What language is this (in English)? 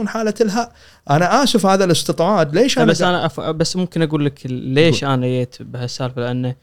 Gulf Arabic